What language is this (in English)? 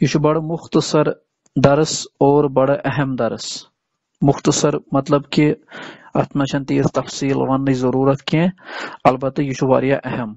Kashmiri